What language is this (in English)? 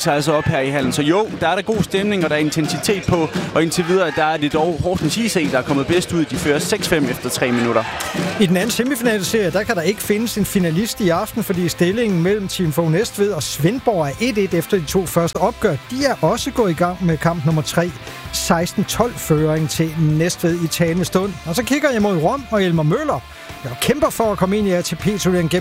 Danish